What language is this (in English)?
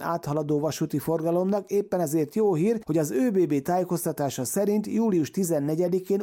Hungarian